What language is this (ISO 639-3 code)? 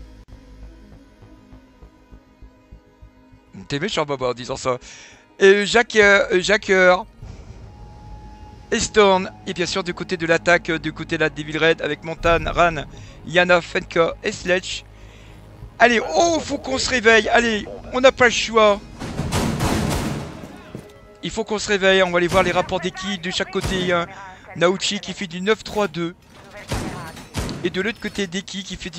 fra